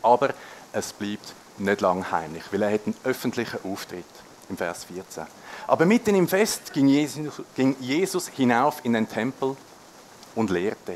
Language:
Swiss German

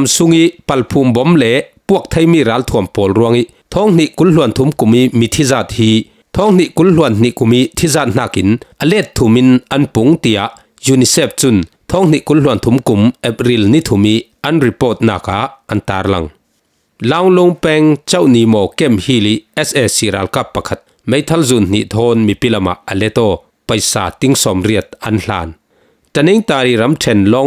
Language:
Falam Chin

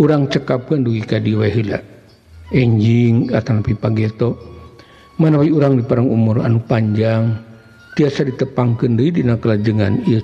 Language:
Sundanese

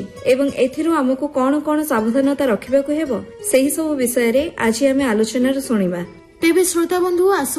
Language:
Odia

